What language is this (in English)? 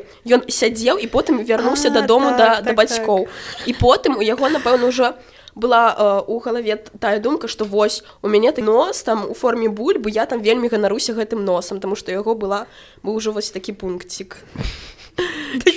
Belarusian